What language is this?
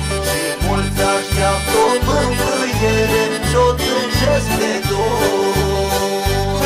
Romanian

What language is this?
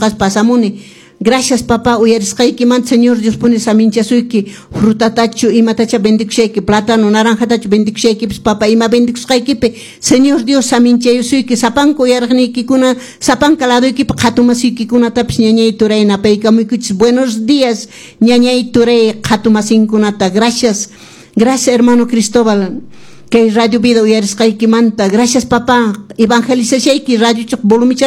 Quechua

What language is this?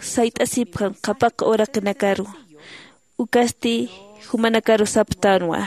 Aymara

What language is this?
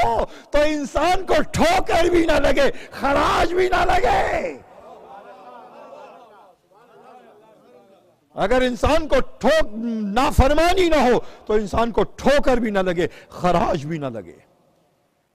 Urdu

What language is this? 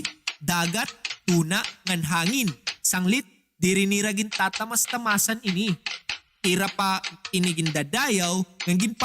Waray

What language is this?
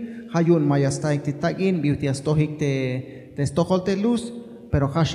Tzeltal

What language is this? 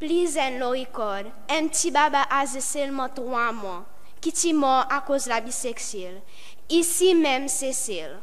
Seselwa Creole French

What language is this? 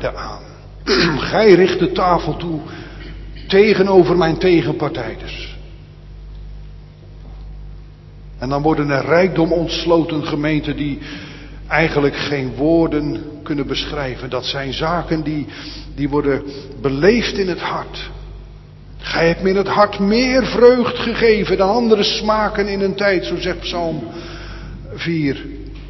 Dutch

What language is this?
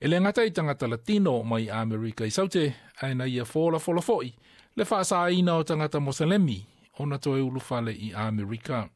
Samoan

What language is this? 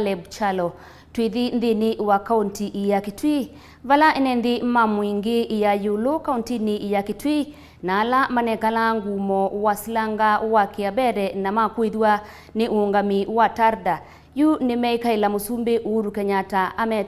Kamba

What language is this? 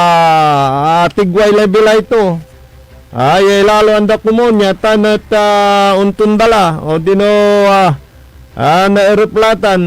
Pangasinan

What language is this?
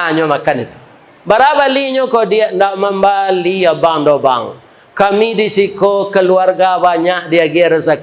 Minangkabau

